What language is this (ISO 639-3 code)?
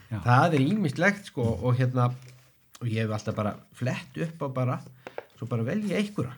isl